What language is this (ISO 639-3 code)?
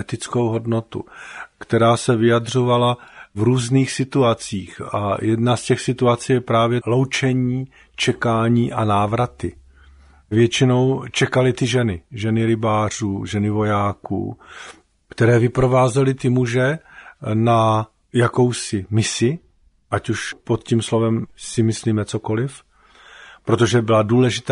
ces